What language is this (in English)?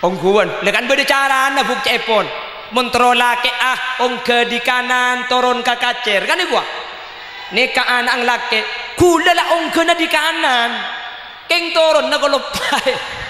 Madurese